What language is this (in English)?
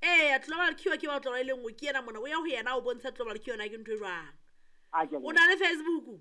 Southern Sotho